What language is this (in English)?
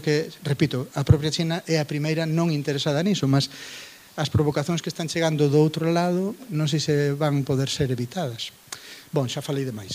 Galician